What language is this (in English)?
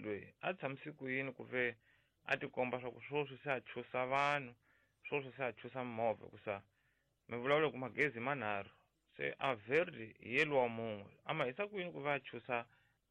Tsonga